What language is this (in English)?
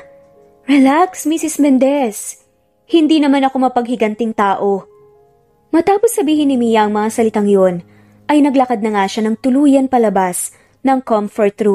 Filipino